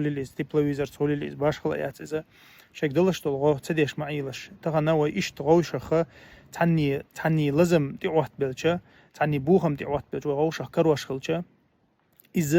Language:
Chechen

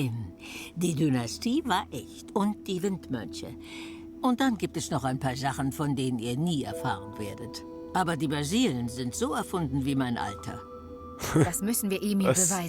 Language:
Swiss German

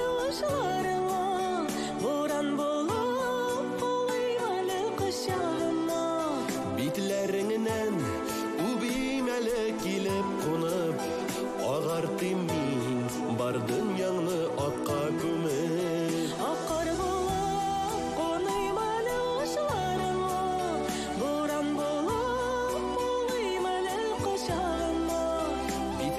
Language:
Tatar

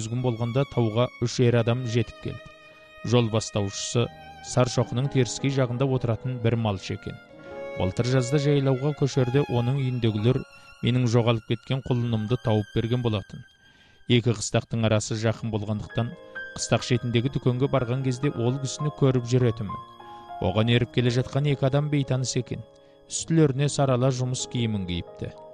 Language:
Kazakh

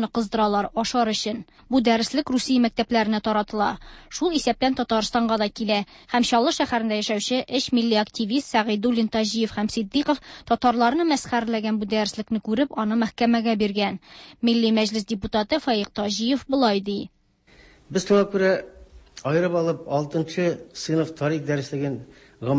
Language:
Tatar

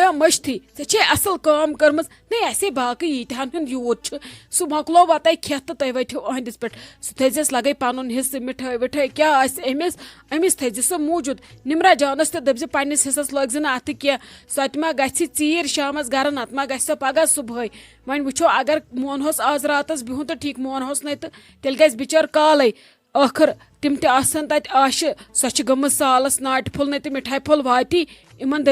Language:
Kashmiri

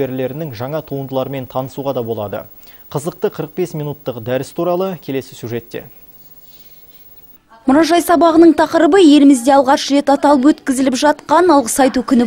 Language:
Kazakh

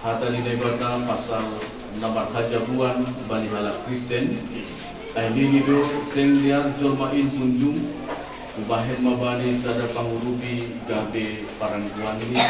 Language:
Batak Simalungun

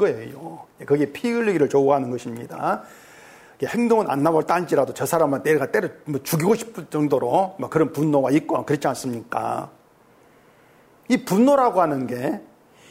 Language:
Korean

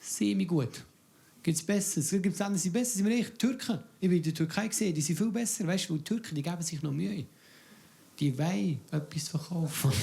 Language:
Swiss German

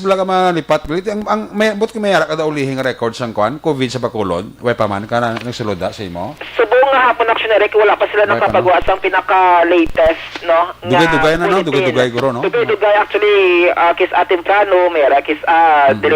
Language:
Hiligaynon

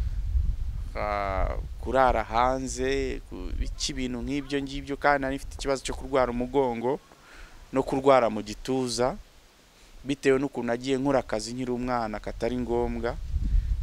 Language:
Kinyarwanda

